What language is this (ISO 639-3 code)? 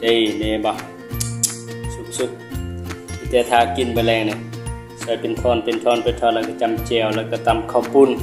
lao